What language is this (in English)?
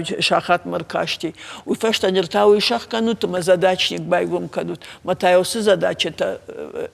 Ossetic